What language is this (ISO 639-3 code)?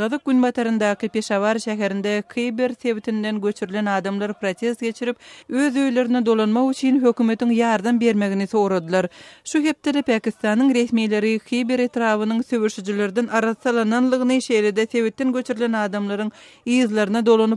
tuk